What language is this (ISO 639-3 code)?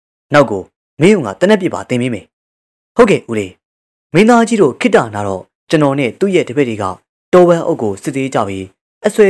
mya